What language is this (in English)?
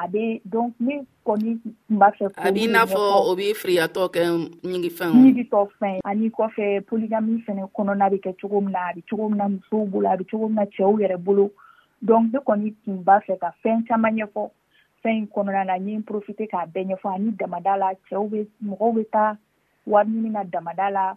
Dyula